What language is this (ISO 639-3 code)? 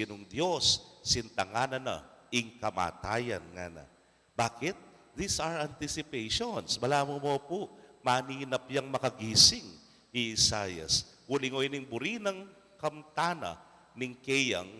pam